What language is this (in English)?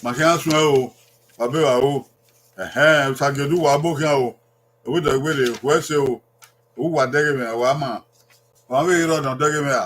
Bini